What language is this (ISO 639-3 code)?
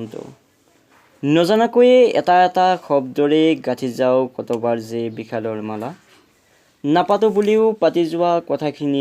asm